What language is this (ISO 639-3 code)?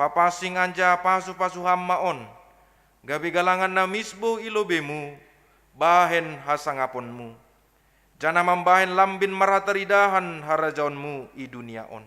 bts